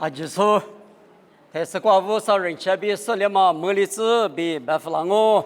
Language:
Lisu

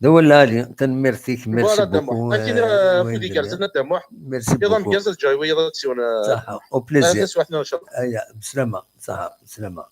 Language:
Kabyle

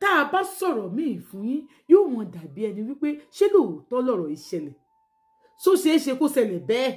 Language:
Yoruba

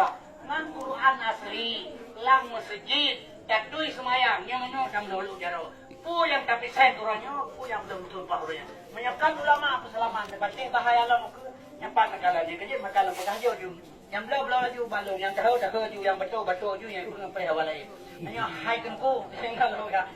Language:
Achinese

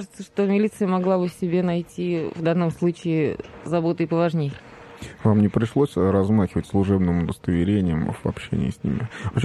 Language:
Russian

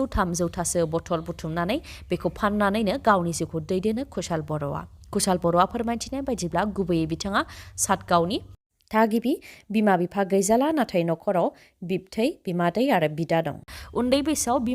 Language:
Bodo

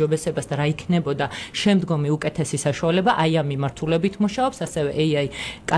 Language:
Georgian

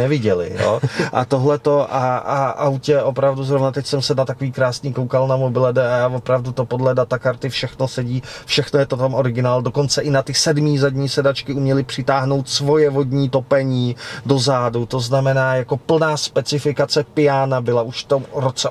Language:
Czech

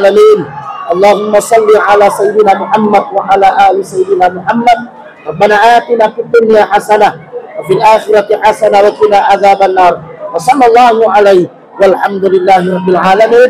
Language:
Buginese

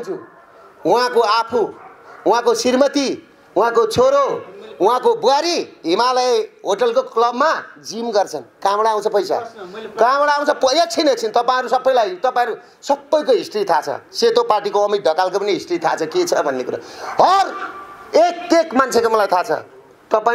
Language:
Nepali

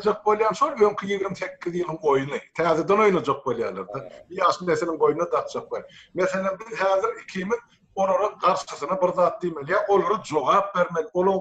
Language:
Turkmen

